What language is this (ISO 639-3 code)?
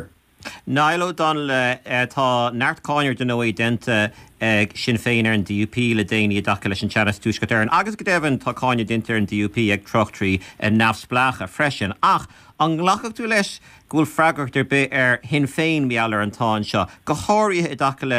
gle